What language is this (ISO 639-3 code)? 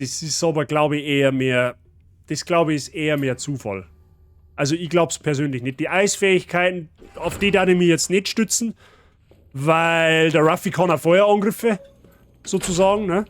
bar